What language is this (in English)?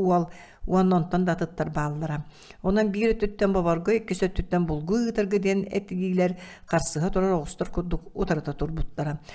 Yakut